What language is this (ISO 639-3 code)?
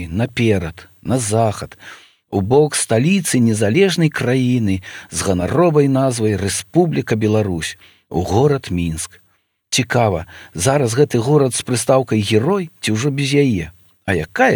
bel